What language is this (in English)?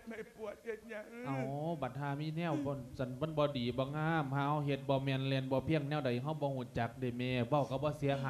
Lao